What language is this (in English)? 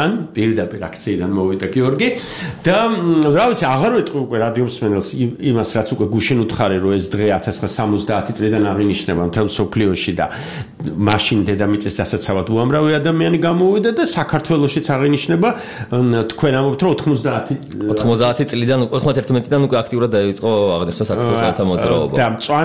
Georgian